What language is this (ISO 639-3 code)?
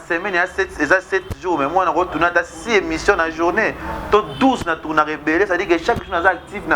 lin